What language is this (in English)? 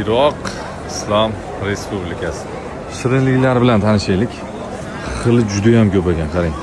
Uzbek